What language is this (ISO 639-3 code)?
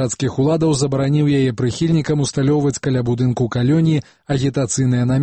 bel